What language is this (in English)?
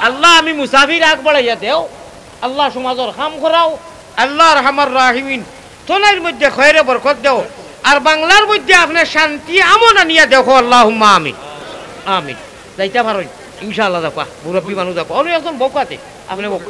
Sylheti